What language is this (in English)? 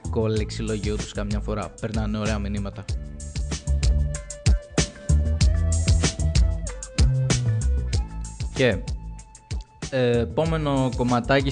Greek